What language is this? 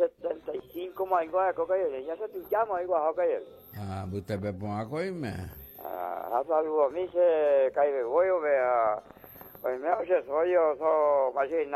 Guarani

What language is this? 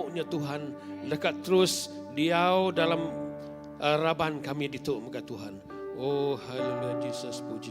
Iban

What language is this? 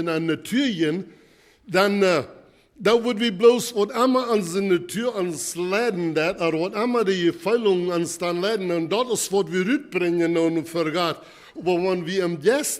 Plautdietsch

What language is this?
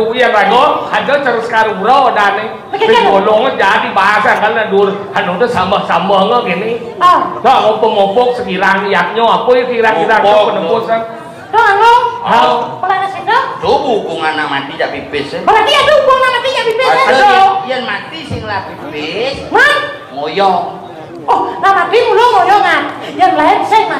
Balinese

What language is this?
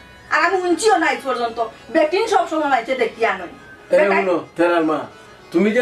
Sylheti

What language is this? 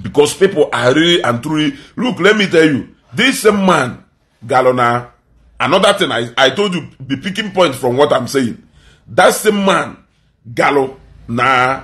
Igbo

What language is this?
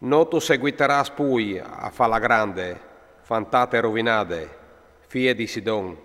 Friulian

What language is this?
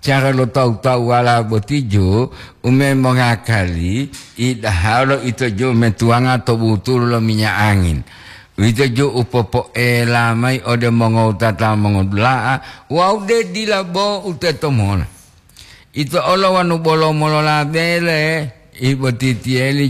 Gorontalo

